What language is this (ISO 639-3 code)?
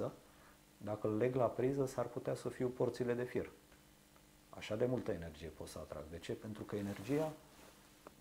ron